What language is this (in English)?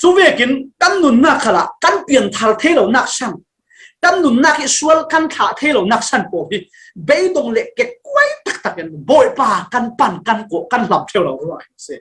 Falam Chin